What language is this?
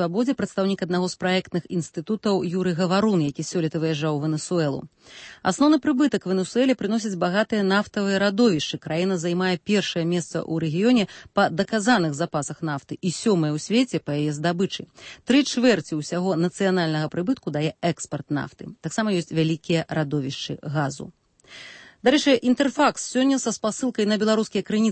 Belarusian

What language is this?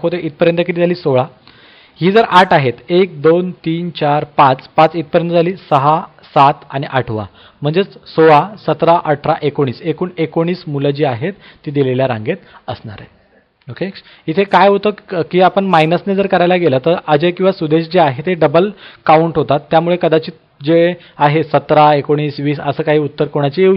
Marathi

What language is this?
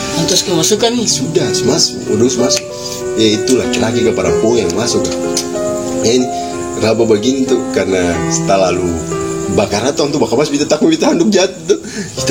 Ambonese Malay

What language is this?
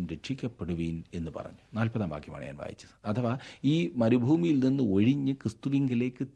Malayalam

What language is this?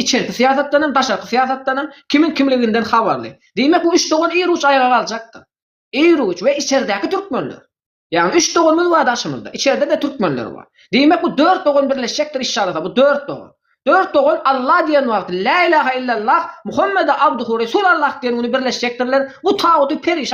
Turkmen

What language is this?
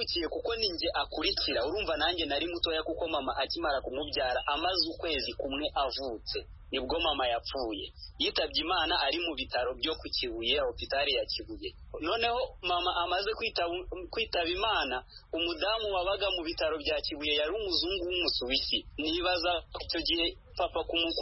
Kinyarwanda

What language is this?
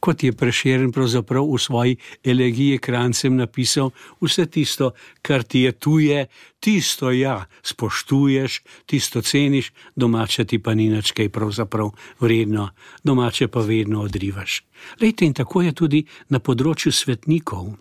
Slovenian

